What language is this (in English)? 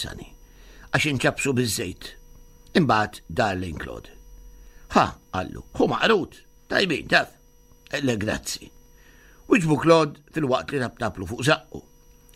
Maltese